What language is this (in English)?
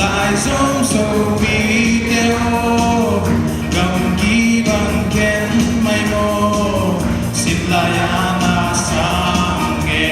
Paite Chin